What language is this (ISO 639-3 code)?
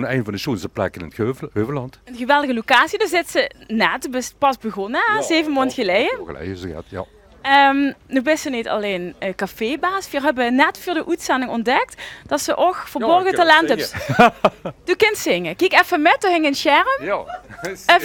lim